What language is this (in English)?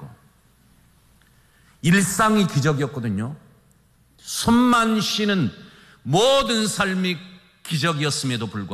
Korean